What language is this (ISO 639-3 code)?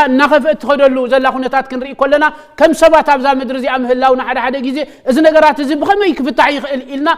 tir